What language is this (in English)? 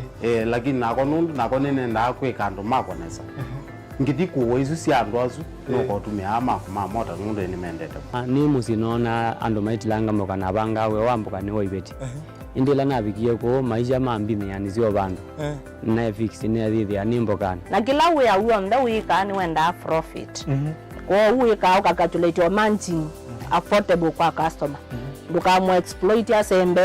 Kamba